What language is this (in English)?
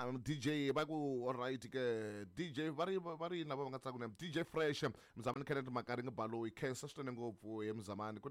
Tsonga